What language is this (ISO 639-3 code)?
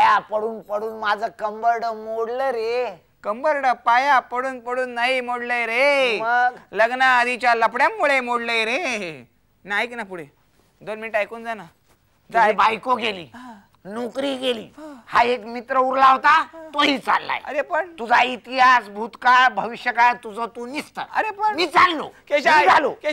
mar